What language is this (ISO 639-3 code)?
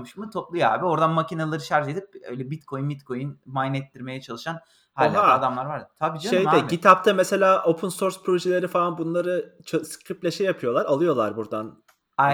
tur